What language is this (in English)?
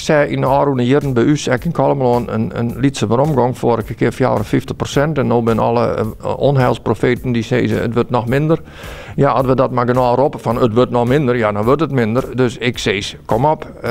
Western Frisian